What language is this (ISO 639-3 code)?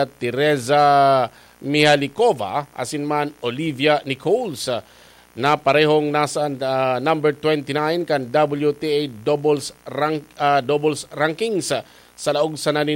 bik